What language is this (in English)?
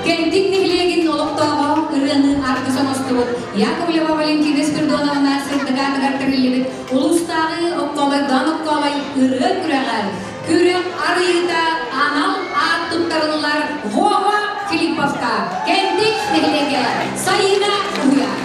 Yakut